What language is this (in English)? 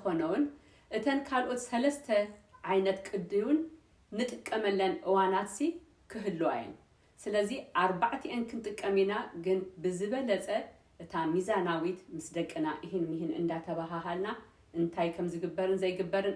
Tigrinya